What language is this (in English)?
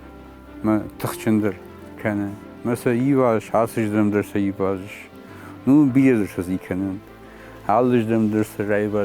Ossetic